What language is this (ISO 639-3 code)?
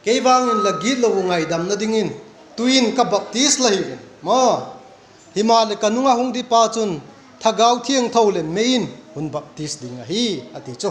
vap